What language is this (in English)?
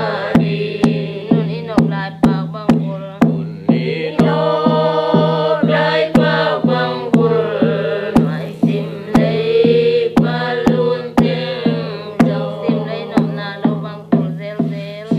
Paite Chin